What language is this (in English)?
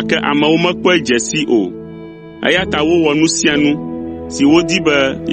Ewe